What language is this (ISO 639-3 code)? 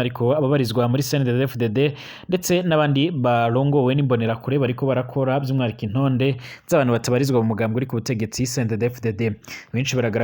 run